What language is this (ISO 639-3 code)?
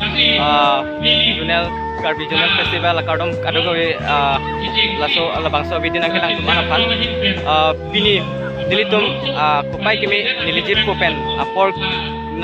mjw